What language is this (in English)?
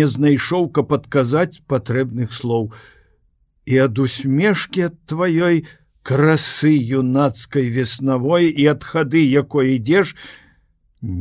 Belarusian